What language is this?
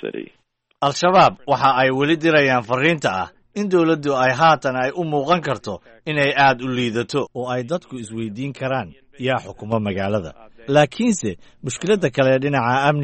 Somali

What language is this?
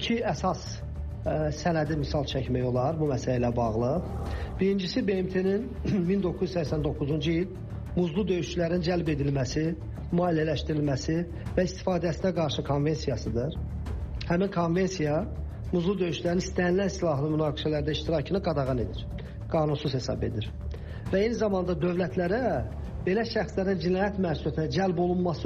Azerbaijani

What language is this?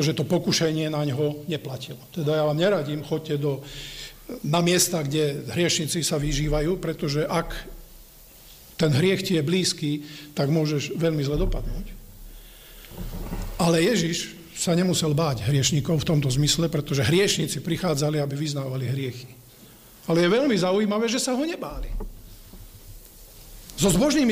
Slovak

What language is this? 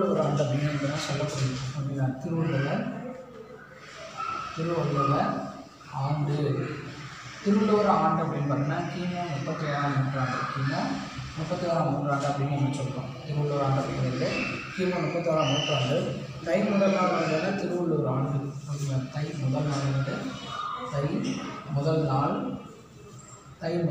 Tamil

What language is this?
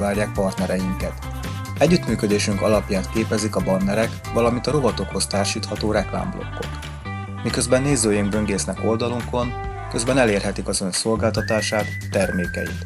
Hungarian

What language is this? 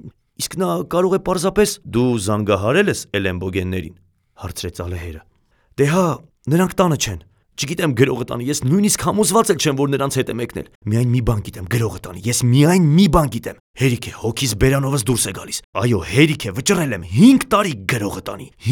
Armenian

